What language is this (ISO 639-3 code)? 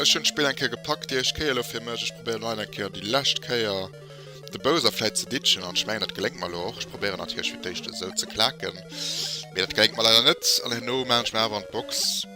ltz